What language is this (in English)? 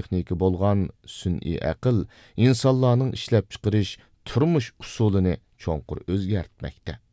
Uyghur